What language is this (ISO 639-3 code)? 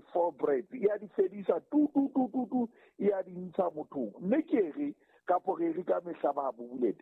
sot